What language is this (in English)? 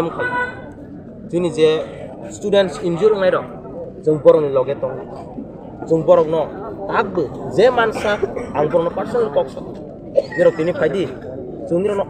Kok Borok